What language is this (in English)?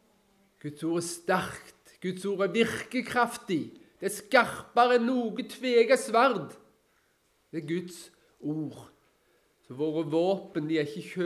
Norwegian